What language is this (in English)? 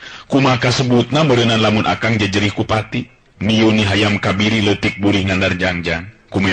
Sundanese